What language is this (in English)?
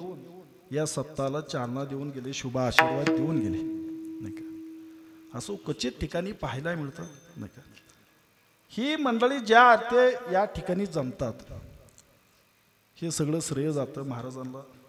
Marathi